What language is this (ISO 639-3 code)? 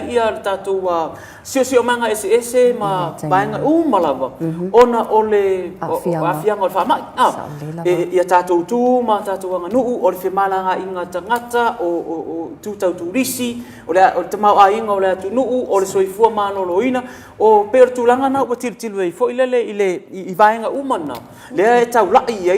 smo